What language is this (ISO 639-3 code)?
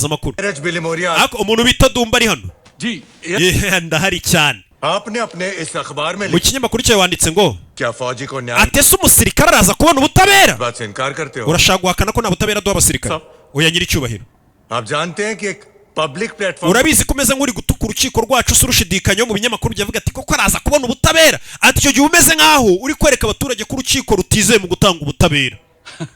kin